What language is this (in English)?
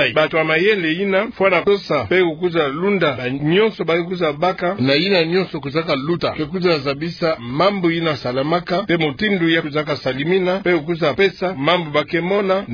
Kituba (Democratic Republic of Congo)